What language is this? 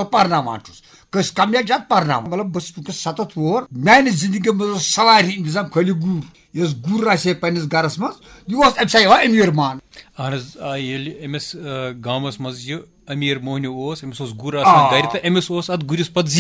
Kashmiri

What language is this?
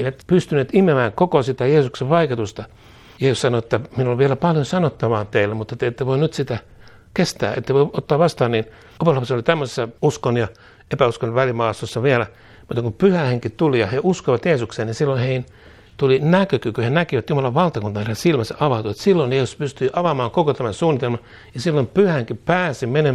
Finnish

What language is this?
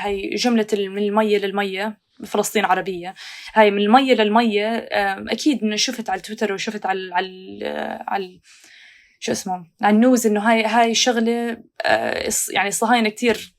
North Levantine Arabic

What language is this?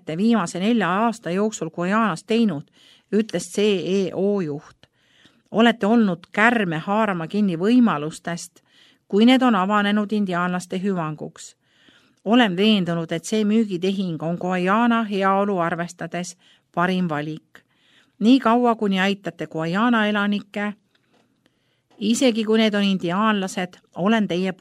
Estonian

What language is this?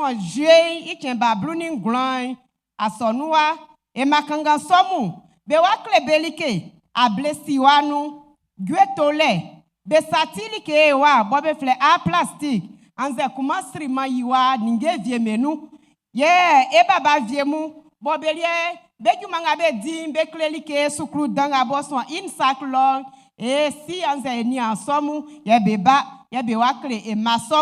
Baoulé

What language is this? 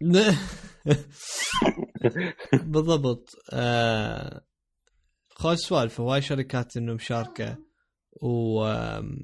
Mesopotamian Arabic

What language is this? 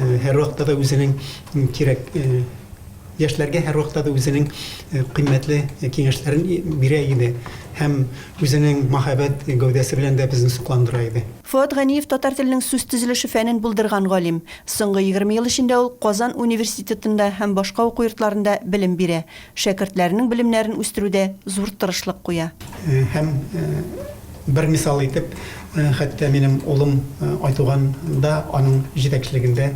Tatar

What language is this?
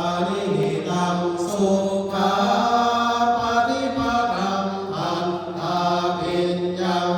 Pali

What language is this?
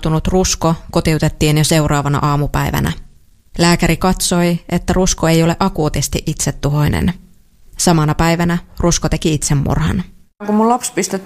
Finnish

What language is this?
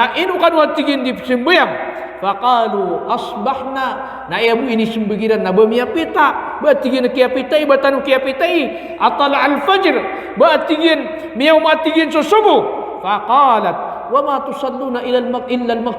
Maranao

